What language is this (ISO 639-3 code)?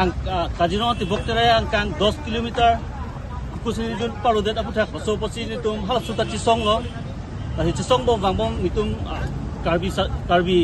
mjw